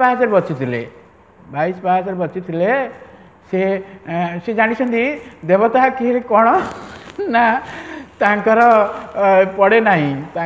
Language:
Odia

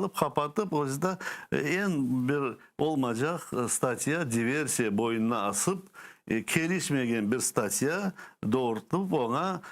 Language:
Crimean Tatar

